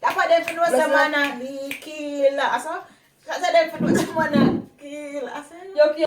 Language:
Jamaican Creole English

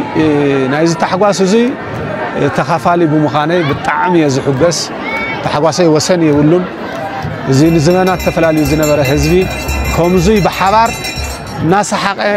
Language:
Tigrinya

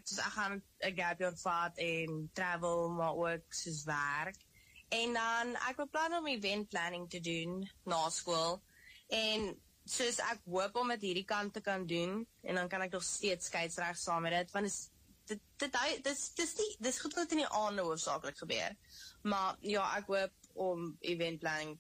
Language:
Afrikaans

